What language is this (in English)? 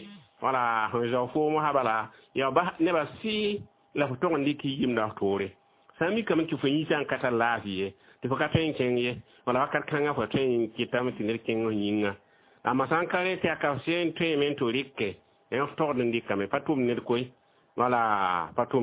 Mossi